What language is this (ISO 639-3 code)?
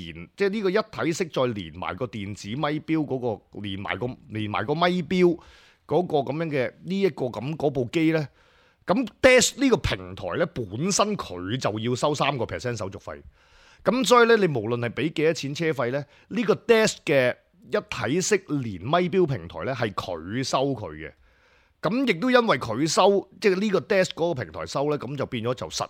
yue